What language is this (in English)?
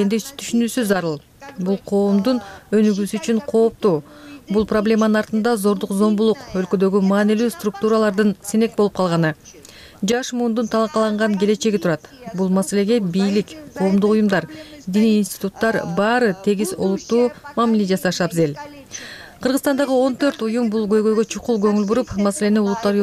Kyrgyz